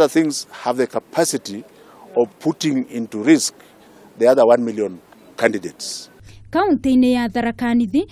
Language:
Kikuyu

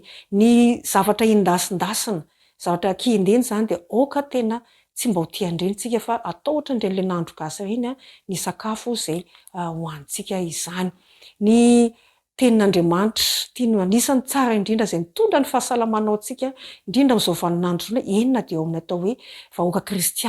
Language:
Malagasy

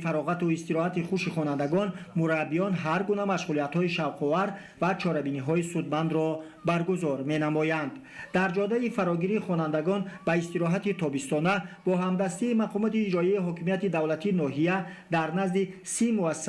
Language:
Tajik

